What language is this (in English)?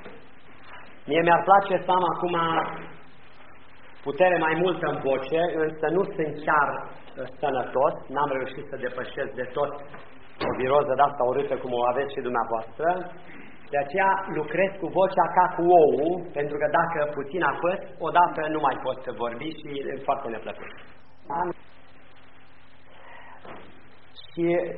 Romanian